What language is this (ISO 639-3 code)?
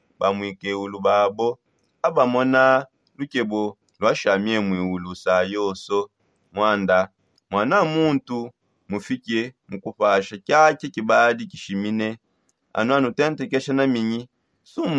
sop